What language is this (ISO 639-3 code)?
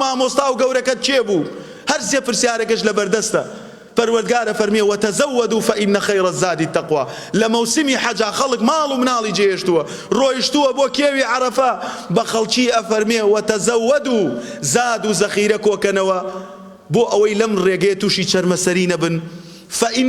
ckb